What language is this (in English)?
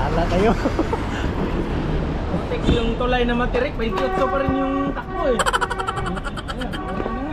Filipino